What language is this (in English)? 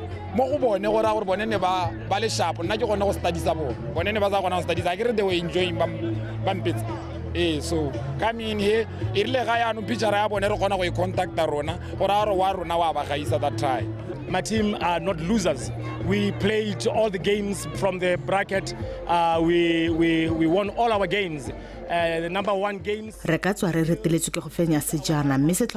Tswana